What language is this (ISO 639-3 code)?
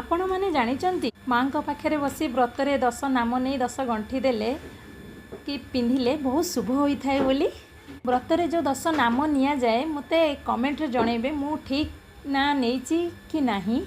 ori